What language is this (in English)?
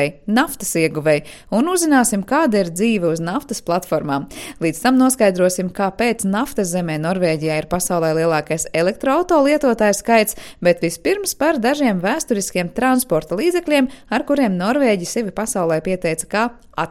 Latvian